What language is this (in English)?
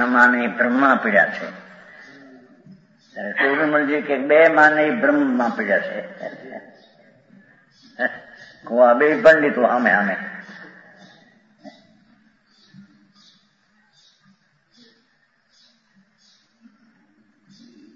Gujarati